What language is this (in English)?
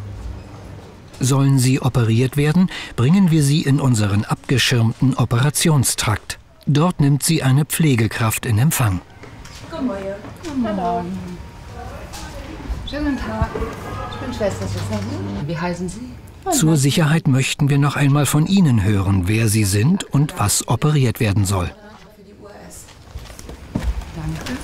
German